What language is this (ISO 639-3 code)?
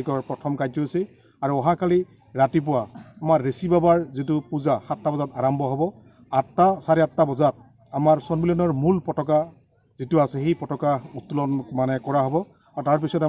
asm